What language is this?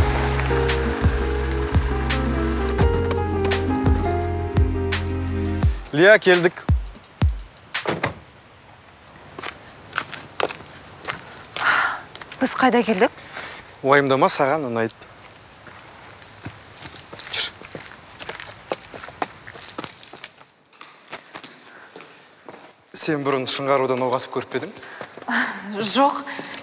Kazakh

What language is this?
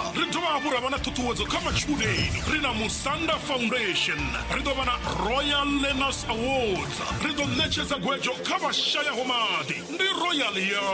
Venda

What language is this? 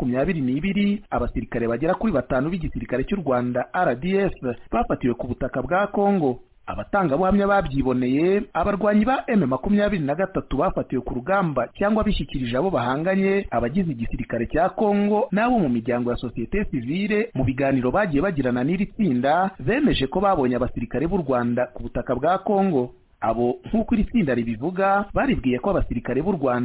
Kinyarwanda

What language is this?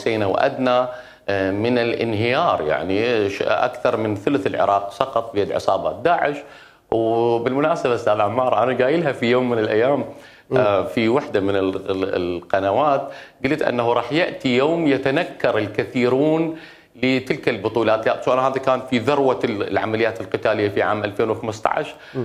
Mesopotamian Arabic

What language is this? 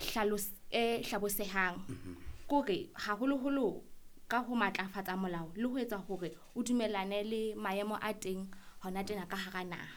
Southern Sotho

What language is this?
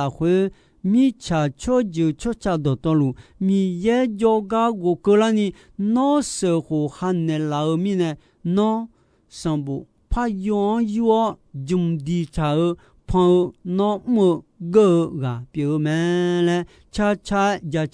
Akha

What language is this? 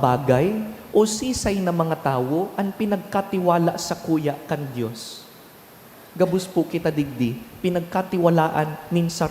Bikol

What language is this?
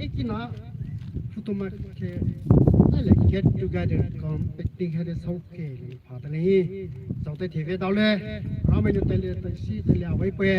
Poumei Naga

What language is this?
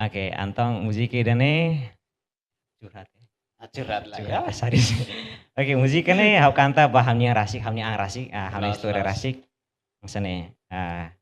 Tetum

